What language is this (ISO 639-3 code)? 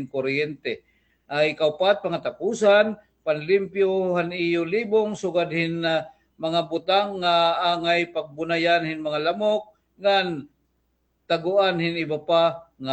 war